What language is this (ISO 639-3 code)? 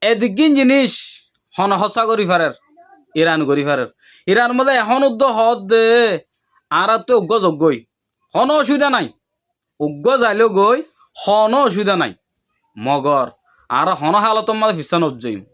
rhg